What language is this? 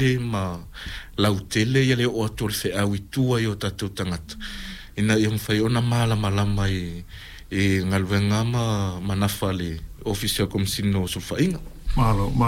Samoan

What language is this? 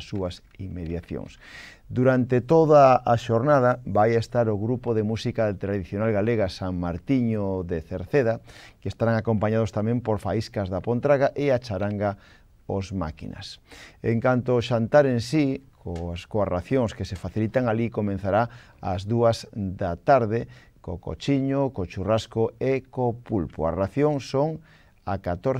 Galician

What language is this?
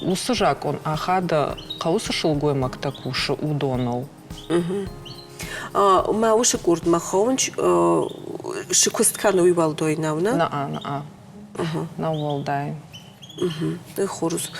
Ossetic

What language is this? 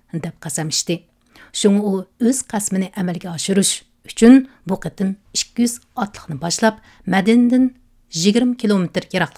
Uyghur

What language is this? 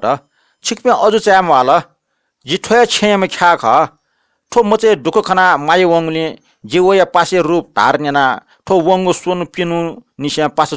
Newari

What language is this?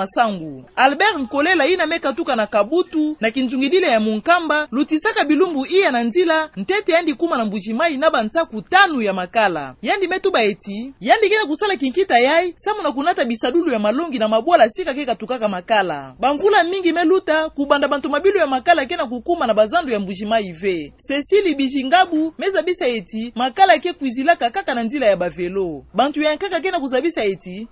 Kituba (Democratic Republic of Congo)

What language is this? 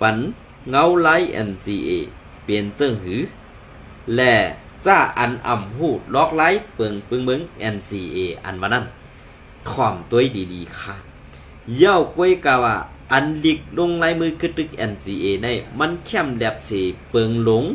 Shan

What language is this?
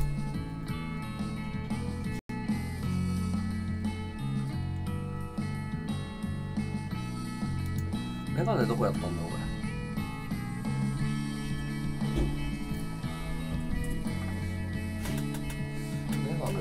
Japanese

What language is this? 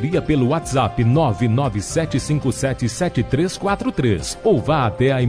Portuguese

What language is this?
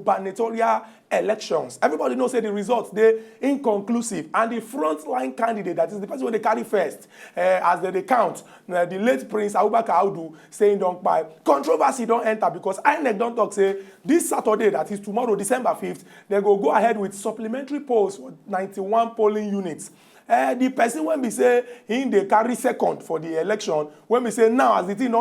Nigerian Pidgin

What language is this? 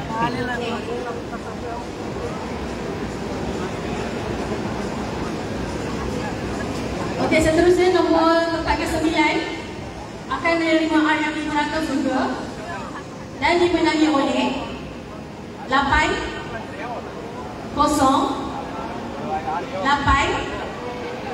Malay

